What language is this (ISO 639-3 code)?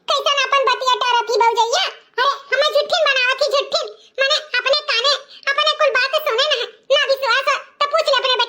awa